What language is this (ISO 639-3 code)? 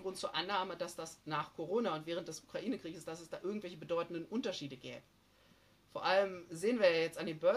deu